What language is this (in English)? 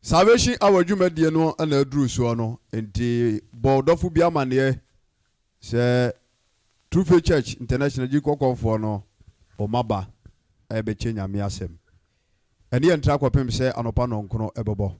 Akan